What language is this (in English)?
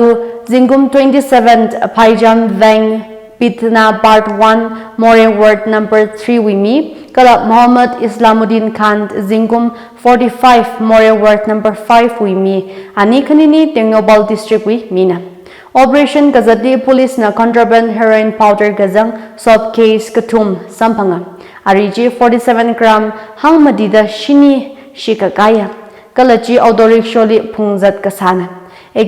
Tangkhul Naga (India)